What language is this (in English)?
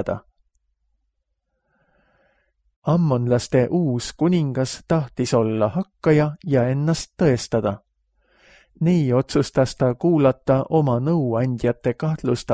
Estonian